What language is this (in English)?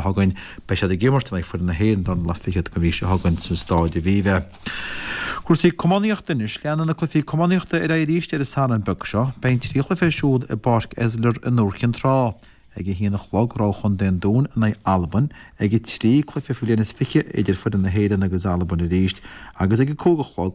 Irish